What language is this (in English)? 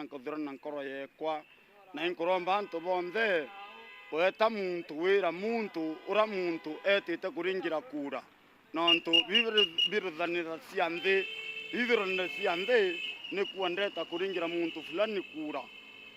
Meru